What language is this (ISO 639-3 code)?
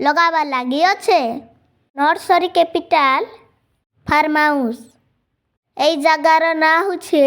ori